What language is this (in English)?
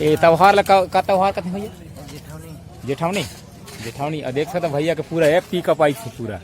Chhattisgarhi